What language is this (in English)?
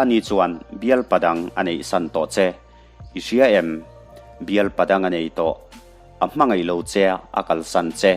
Mizo